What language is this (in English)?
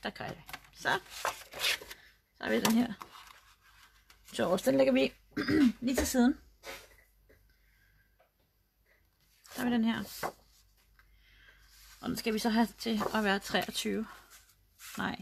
Danish